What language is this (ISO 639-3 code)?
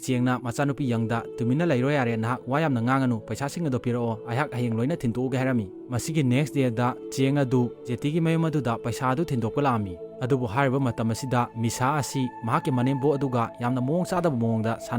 mni